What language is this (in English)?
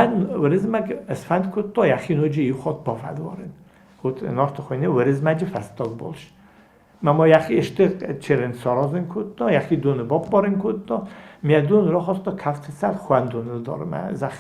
Ossetic